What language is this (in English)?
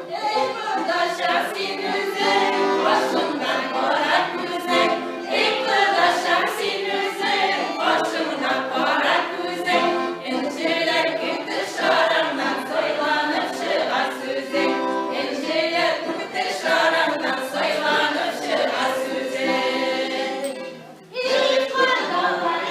Tatar